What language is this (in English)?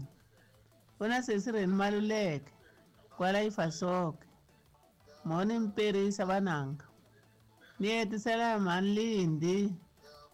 Tsonga